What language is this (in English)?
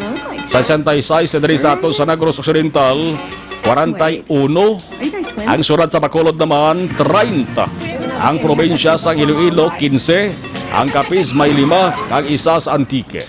Hiligaynon